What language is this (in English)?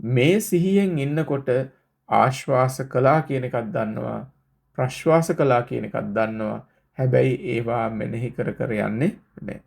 Sinhala